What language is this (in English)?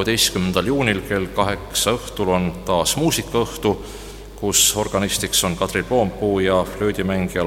Estonian